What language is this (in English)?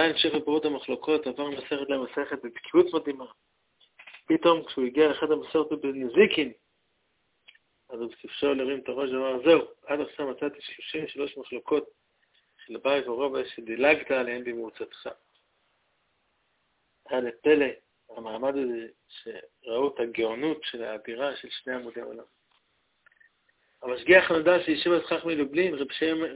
Hebrew